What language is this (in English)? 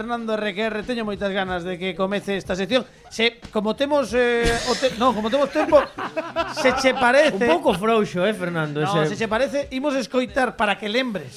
Galician